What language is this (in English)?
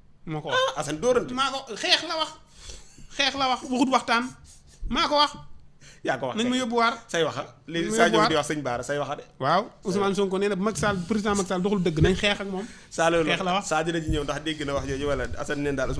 Wolof